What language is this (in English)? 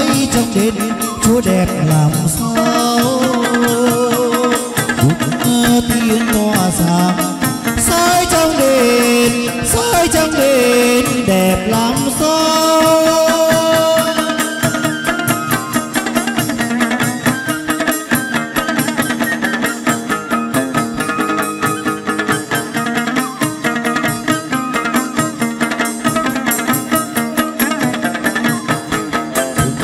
Vietnamese